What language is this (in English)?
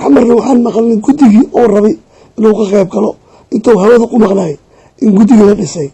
Somali